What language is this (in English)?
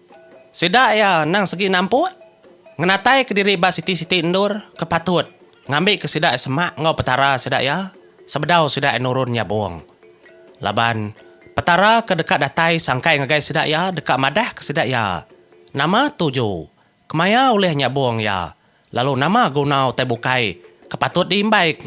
Iban